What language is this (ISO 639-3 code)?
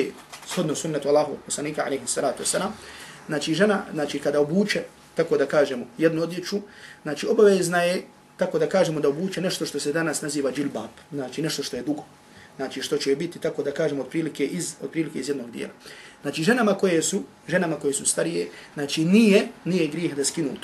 bos